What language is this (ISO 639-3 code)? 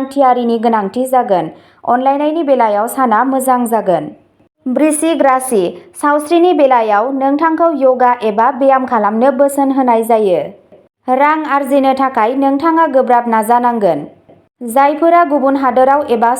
brx